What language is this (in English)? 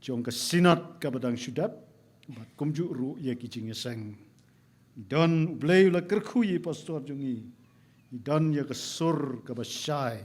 Khasi